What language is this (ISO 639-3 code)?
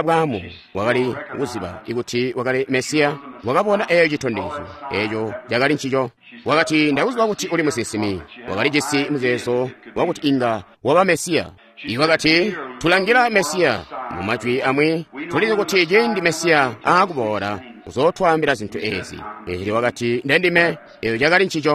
toi